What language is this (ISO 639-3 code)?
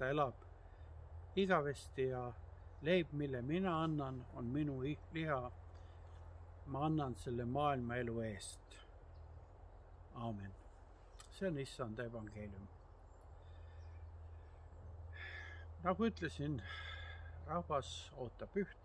est